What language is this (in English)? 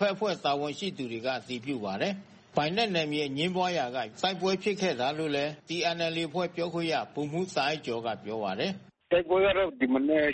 Burmese